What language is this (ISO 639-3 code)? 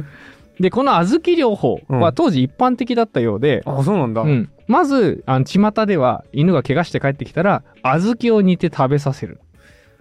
jpn